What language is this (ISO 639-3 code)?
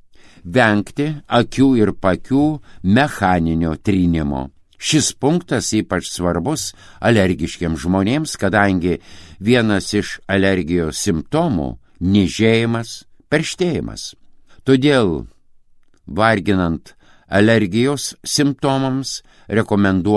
lit